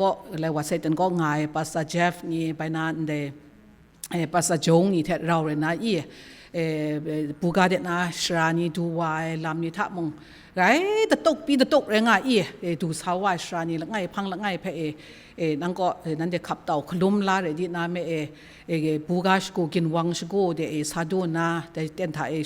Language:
Kachin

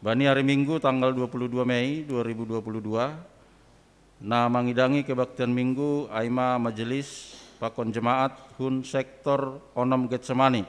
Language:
Batak Simalungun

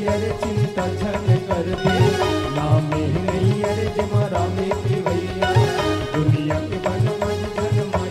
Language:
Chhattisgarhi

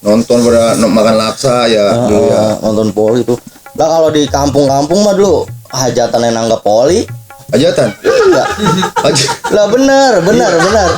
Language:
Betawi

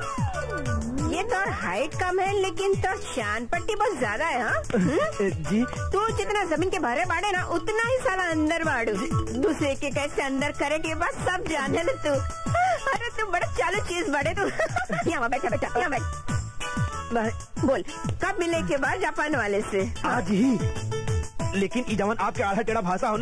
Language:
Bhojpuri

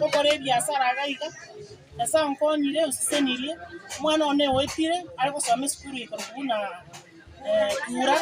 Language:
Gusii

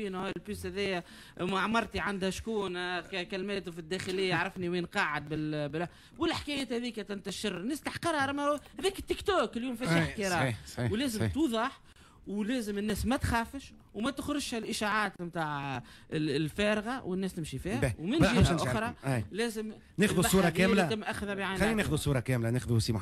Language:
Tunisian Arabic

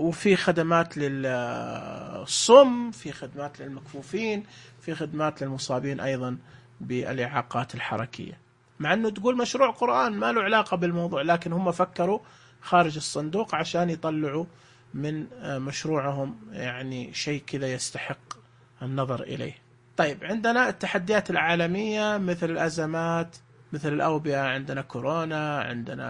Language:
Najdi Arabic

